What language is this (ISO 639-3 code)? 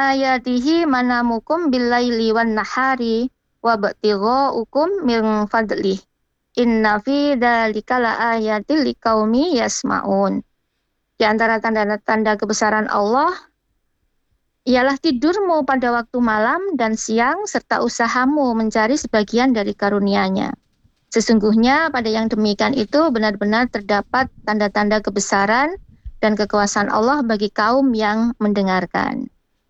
ind